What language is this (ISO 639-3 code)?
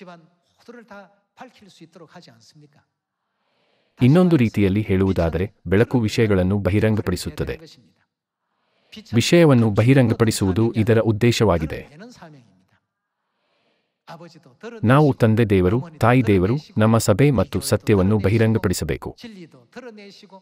kan